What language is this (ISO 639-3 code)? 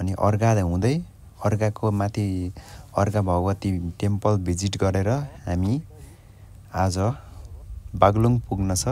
nep